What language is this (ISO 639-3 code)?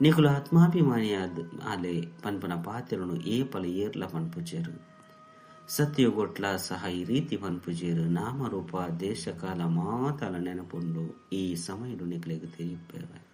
tcy